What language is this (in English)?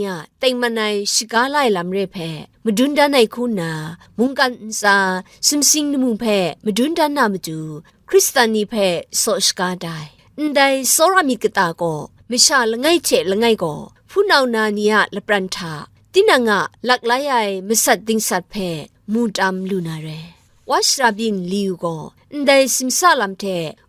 Kachin